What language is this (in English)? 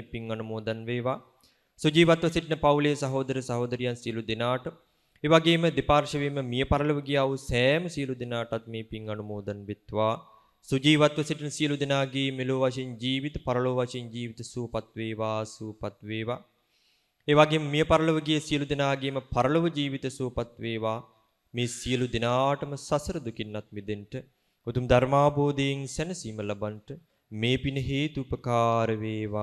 Sinhala